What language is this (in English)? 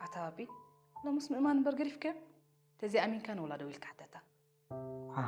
Tigrinya